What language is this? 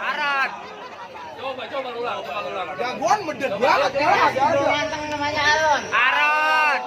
Betawi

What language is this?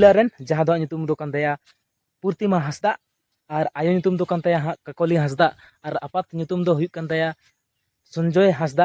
Santali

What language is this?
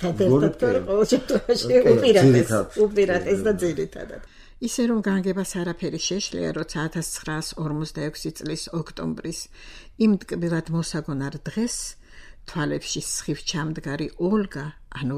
Georgian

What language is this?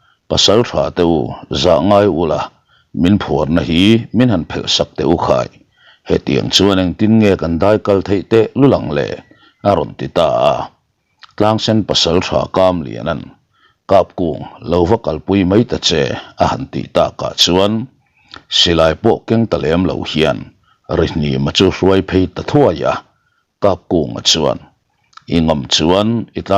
Mizo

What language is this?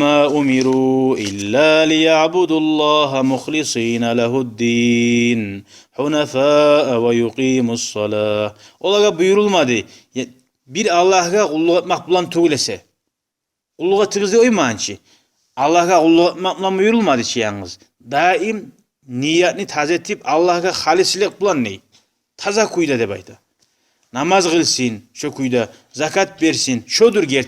Kumyk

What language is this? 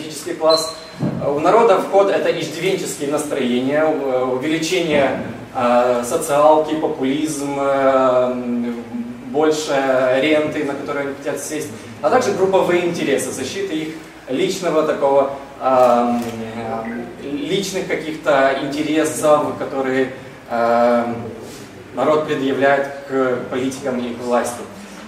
Russian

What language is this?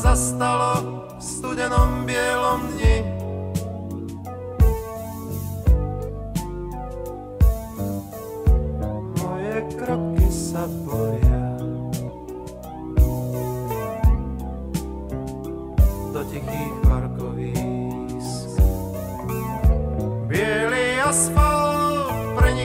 Slovak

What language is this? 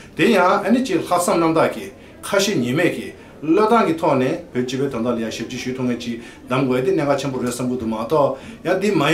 Tibetan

